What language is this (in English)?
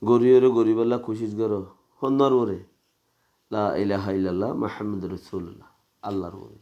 Rohingya